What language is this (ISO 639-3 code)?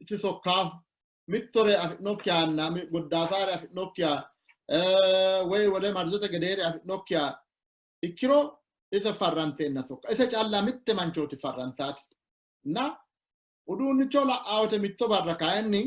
sid